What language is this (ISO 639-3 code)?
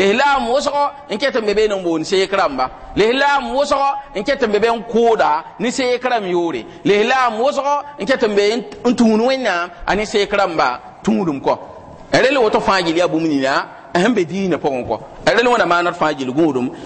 mos